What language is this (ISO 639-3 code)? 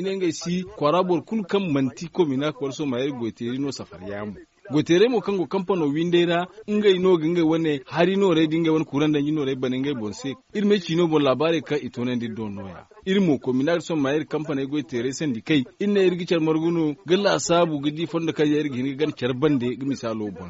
dje